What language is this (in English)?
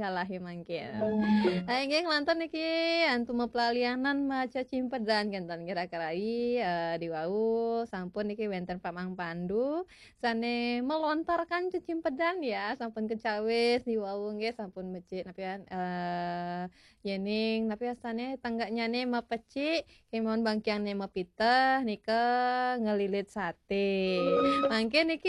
Balinese